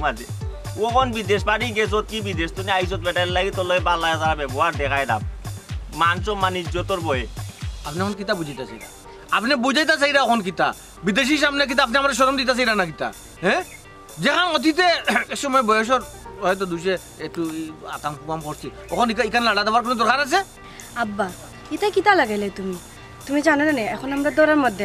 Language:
Sylheti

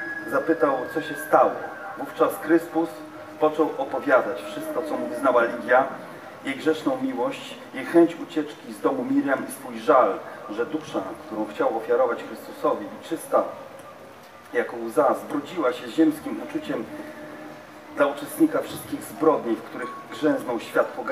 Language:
Polish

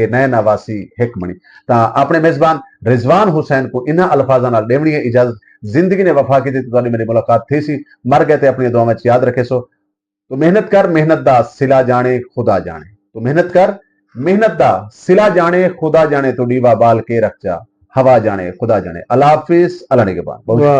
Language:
Saraiki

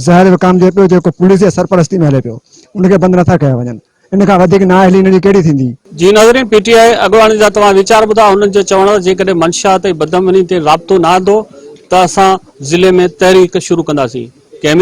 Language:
Sindhi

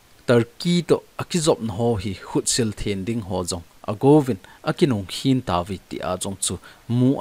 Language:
Thado Chin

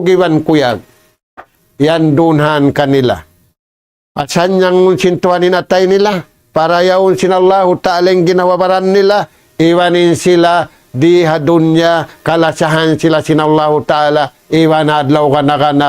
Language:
Tausug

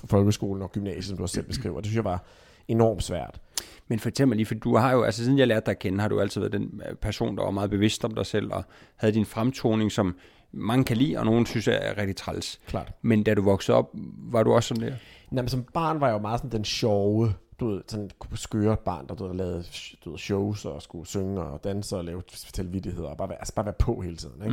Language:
Danish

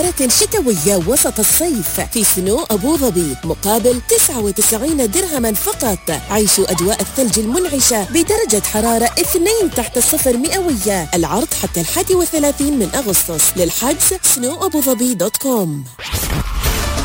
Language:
Arabic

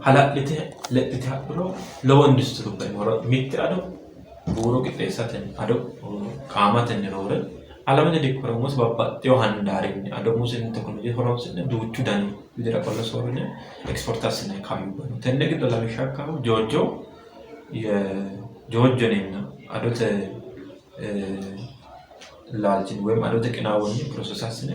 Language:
Sidamo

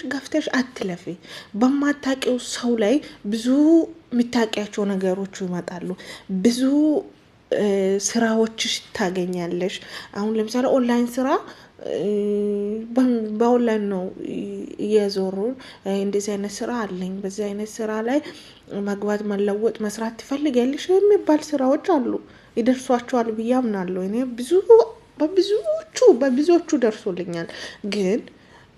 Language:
Amharic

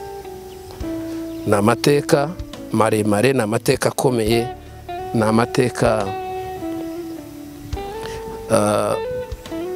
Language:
Kinyarwanda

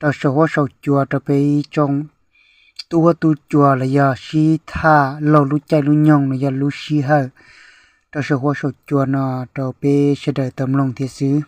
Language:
Hmong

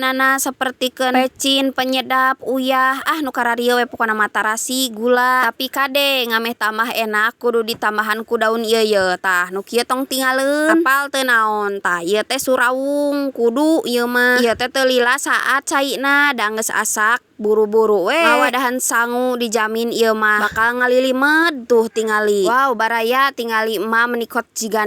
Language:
Sundanese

